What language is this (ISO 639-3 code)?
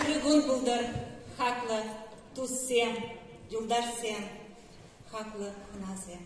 chv